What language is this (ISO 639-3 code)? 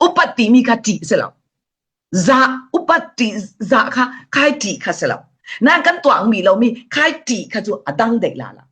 cfm